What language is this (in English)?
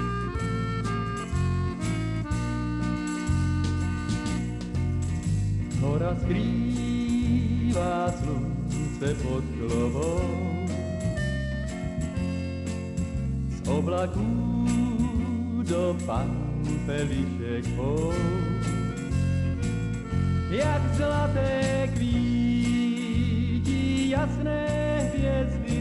Czech